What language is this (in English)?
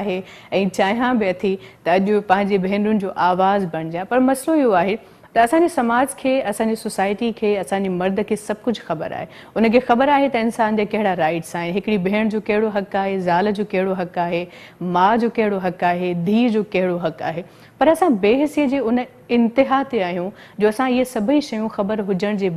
Sindhi